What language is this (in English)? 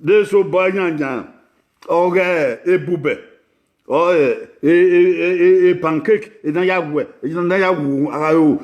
Bini